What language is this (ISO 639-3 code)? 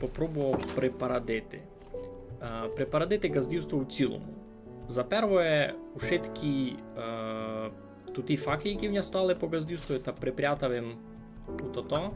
rue